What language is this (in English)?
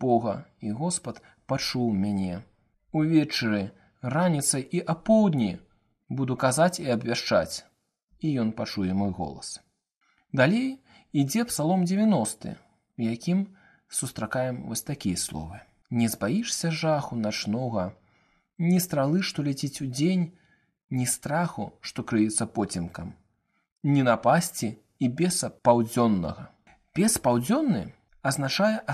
Belarusian